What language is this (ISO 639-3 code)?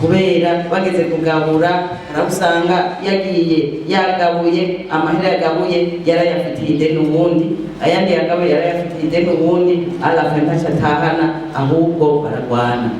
run